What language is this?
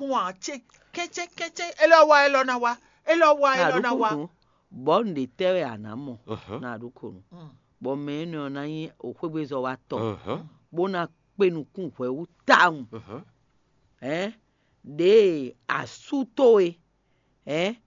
Fon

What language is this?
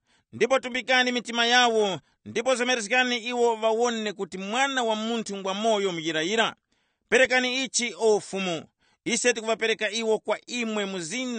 Tumbuka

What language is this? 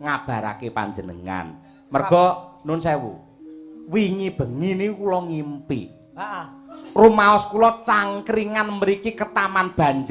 Javanese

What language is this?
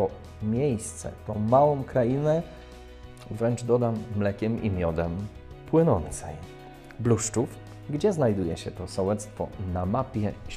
Polish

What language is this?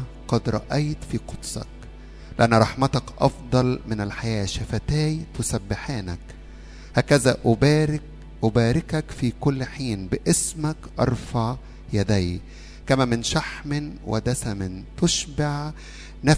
Arabic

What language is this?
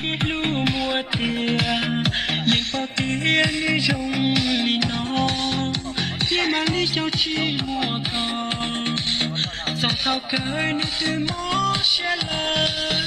Hmong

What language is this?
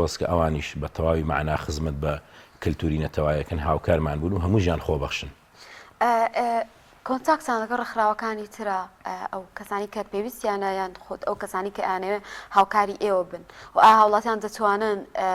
Central Kurdish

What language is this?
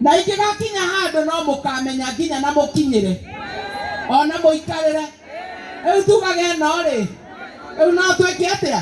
Kikuyu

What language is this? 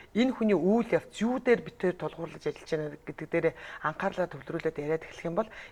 Mongolian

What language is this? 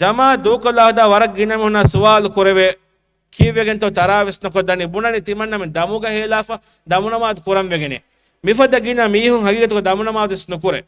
Divehi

